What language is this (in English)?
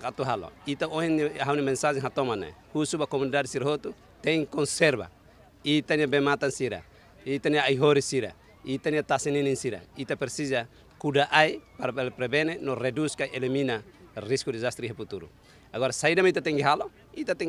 Tetum